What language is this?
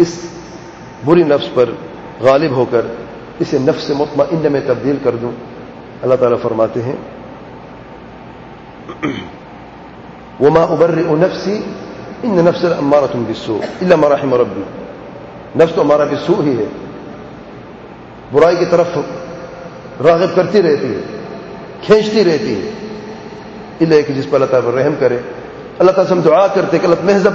Urdu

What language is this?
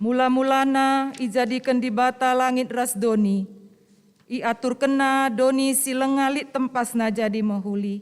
Batak Karo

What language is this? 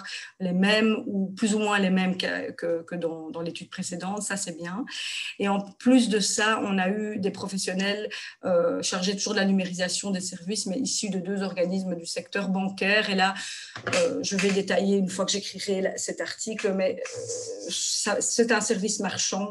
French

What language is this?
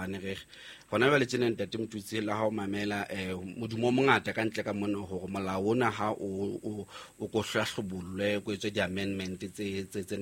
Southern Sotho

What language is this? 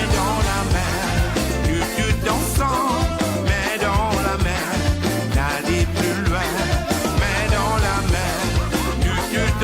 Réunion Creole French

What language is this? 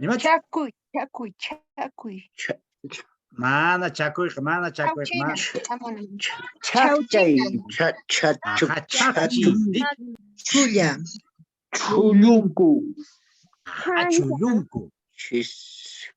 Quechua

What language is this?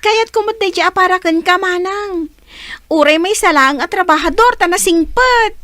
Iloko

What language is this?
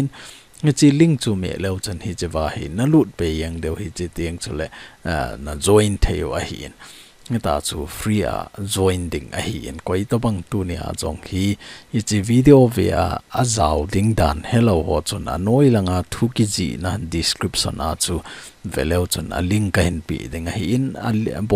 Thado Chin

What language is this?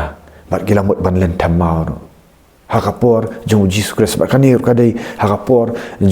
Khasi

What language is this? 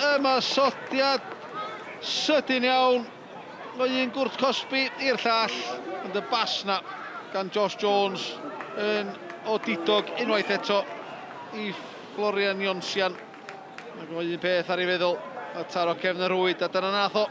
Welsh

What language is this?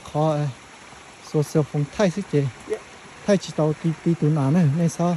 Hmong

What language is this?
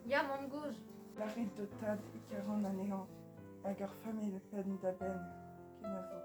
Breton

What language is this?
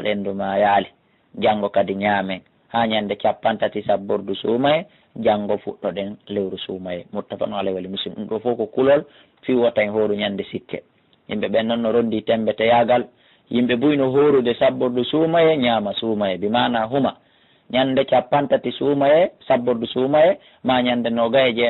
Fula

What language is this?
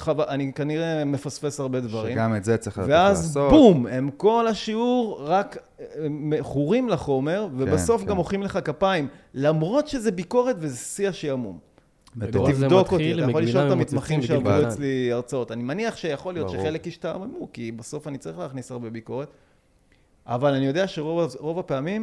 Hebrew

